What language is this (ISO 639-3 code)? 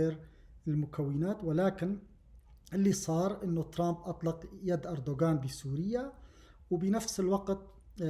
apc